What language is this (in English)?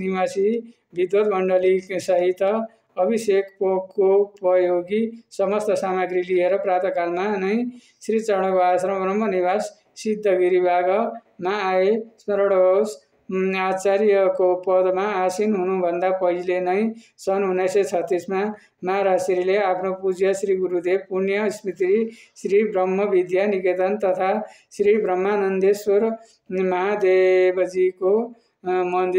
Nepali